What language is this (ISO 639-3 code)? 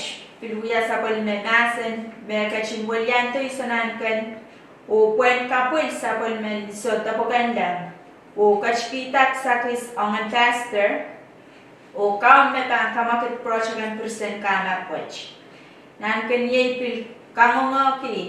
pon